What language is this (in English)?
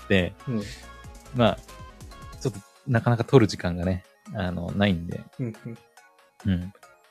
Japanese